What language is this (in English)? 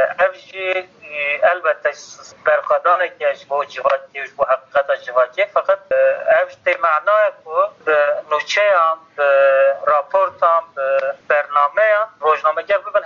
Kurdish